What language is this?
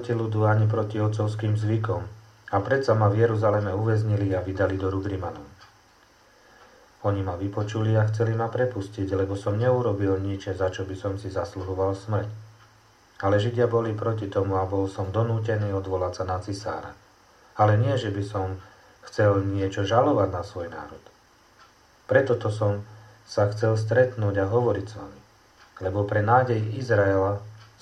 Slovak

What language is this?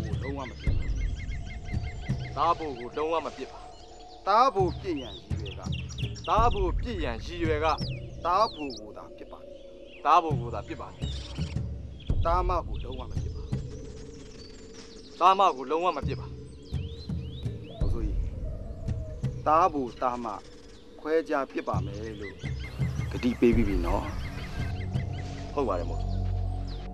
Burmese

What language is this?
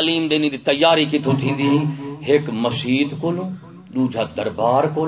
Saraiki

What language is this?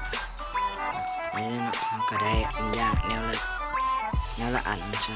Lao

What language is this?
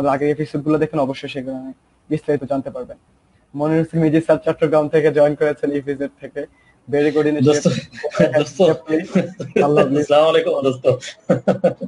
Bangla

